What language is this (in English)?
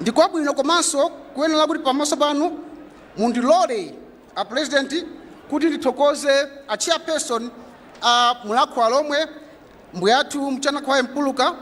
Nyanja